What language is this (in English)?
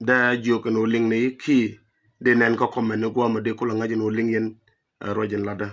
Nuer